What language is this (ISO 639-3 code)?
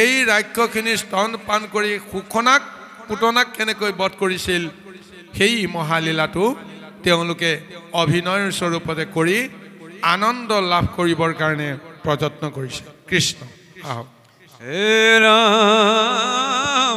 asm